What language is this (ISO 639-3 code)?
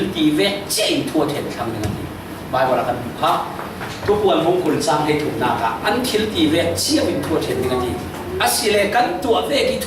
cfm